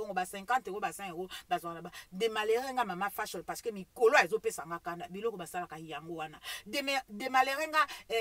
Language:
Lingala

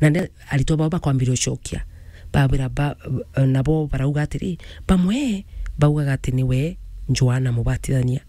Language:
Meru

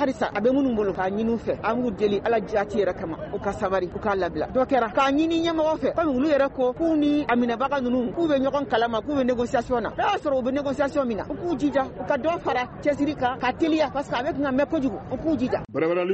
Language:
Bambara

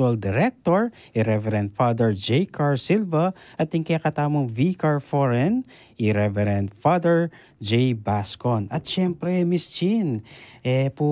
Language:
Pampanga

